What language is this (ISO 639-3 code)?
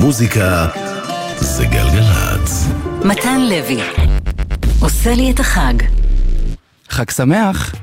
heb